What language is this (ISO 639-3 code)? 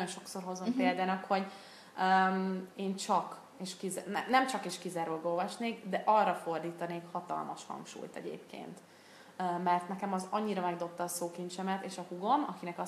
hun